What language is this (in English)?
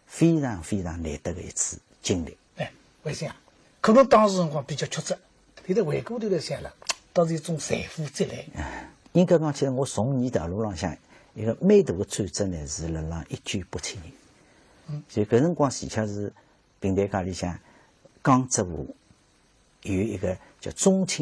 Wu Chinese